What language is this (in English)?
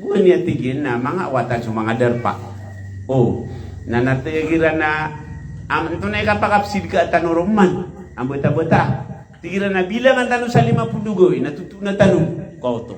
Maranao